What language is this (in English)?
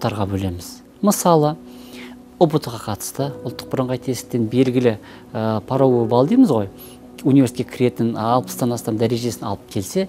Kazakh